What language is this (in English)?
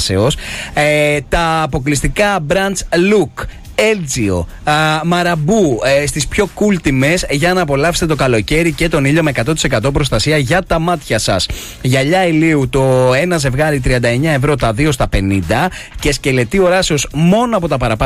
Greek